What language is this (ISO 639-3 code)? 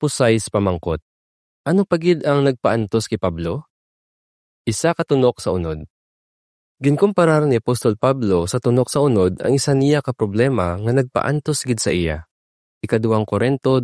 hil